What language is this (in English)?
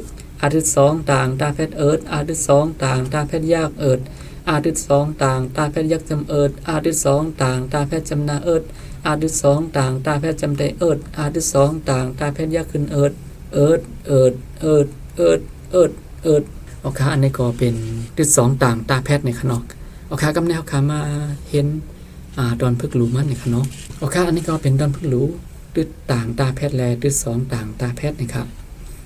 Shan